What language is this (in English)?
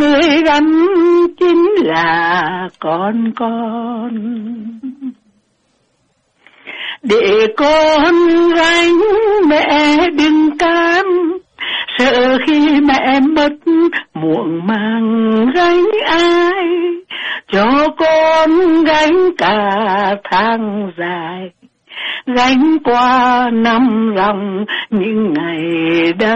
Vietnamese